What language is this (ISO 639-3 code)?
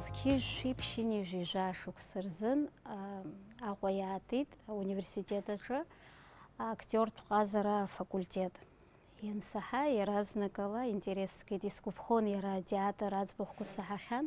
abk